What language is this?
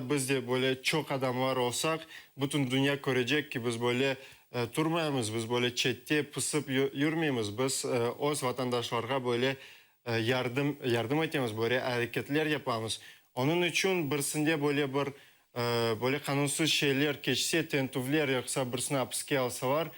Crimean Tatar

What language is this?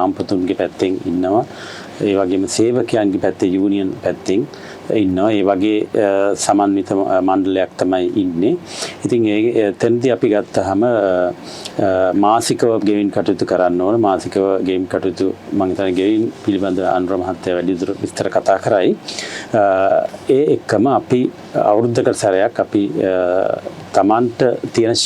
Sinhala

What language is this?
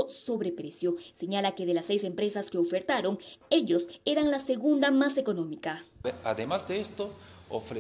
Spanish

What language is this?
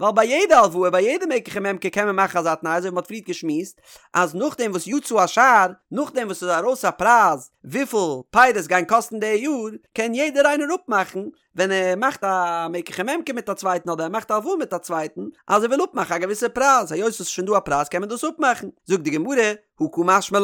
Yiddish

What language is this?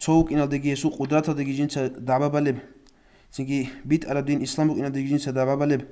Avaric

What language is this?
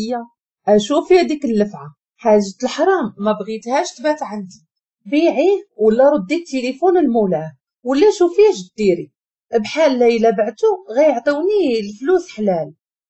Moroccan Arabic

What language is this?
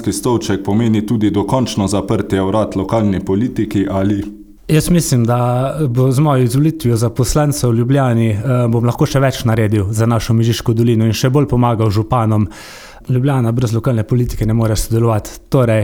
Slovenian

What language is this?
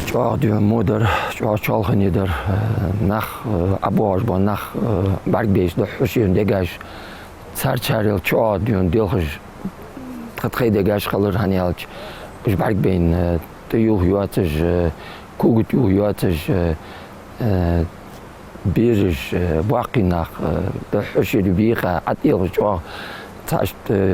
Ingush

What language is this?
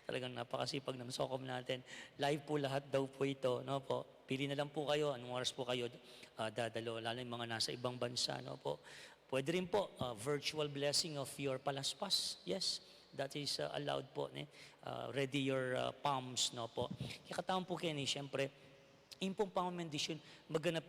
Pampanga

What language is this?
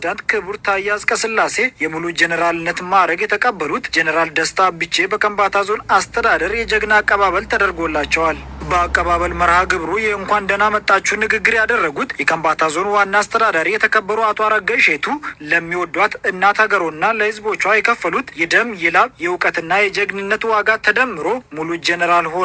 Amharic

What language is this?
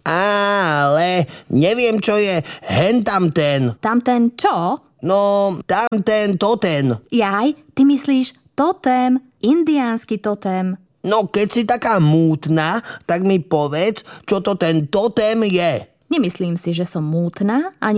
Slovak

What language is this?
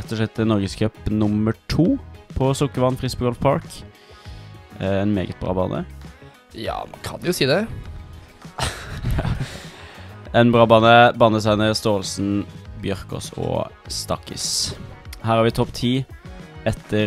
Norwegian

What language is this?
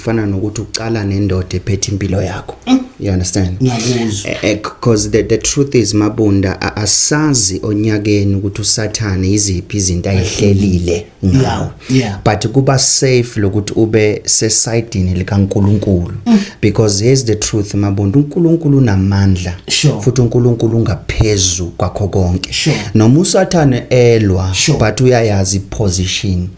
Zulu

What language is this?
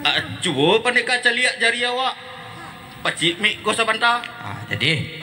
Minangkabau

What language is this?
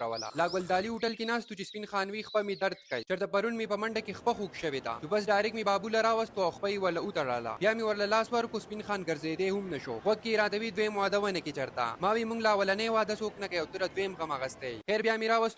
Pashto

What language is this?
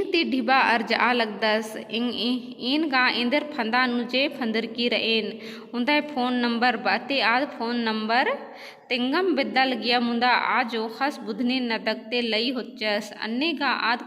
Kurukh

